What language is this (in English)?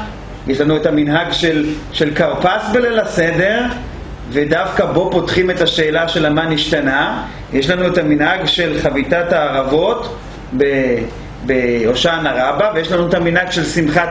Hebrew